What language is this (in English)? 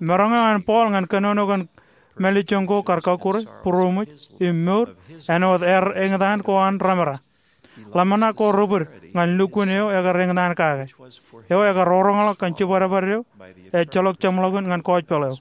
Marshallese